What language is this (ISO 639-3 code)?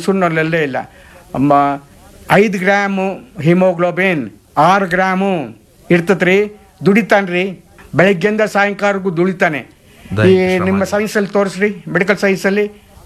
kan